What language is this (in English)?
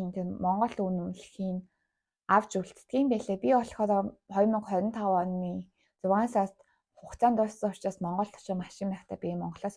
Mongolian